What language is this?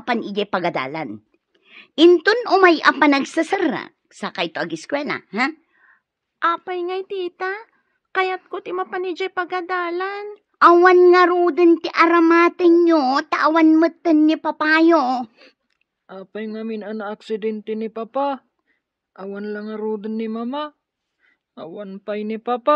Iloko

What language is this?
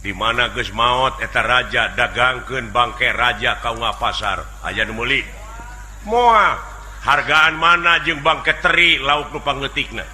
Sundanese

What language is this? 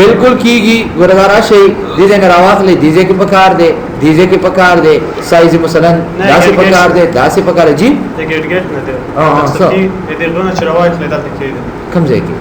Pashto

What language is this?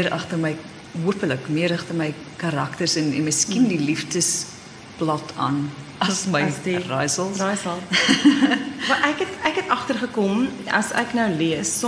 Afrikaans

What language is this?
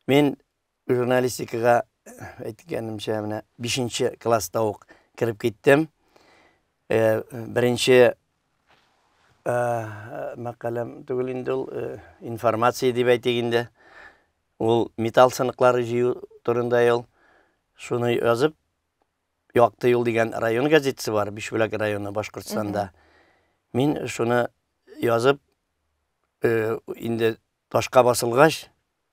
Tatar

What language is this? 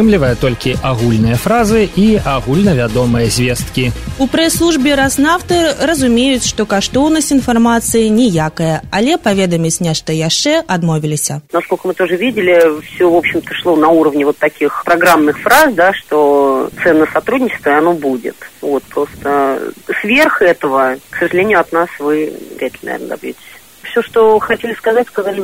Belarusian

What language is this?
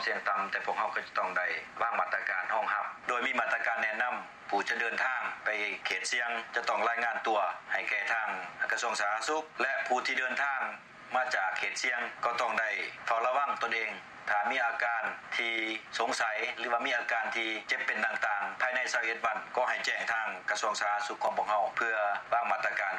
Lao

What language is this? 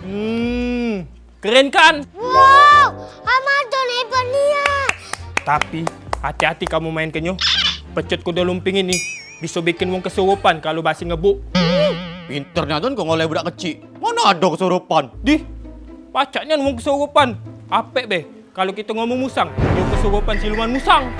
Musi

